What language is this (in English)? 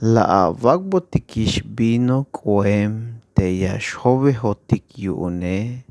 Tzeltal